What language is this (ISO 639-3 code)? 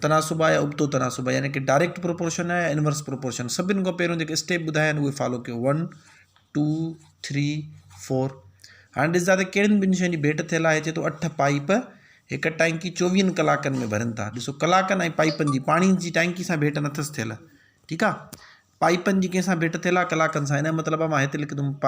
snd